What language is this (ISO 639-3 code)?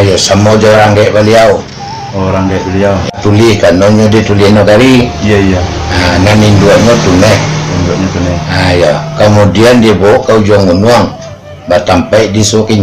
min